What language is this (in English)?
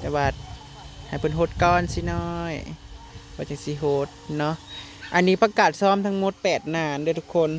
Northeastern Thai